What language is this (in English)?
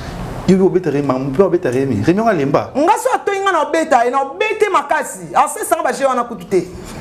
Lingala